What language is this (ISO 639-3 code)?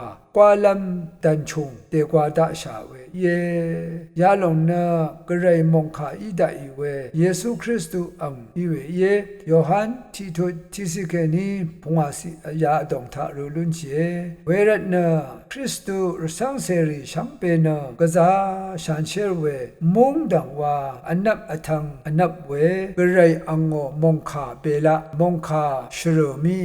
raw